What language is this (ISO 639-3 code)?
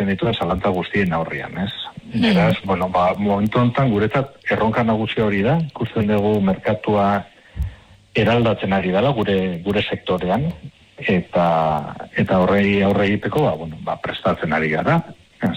eus